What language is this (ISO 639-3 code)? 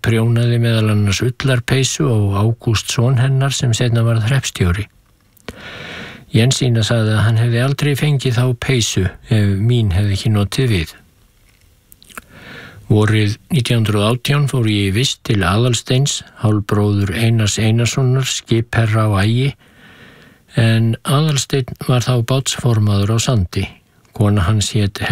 isl